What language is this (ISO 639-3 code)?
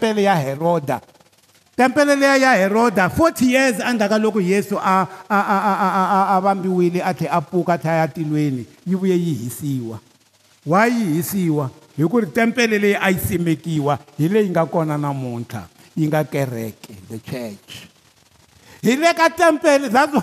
tso